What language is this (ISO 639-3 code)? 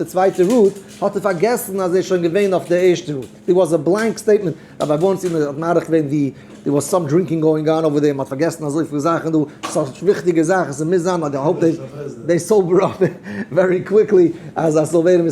yid